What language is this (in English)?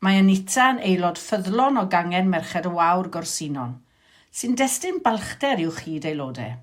Welsh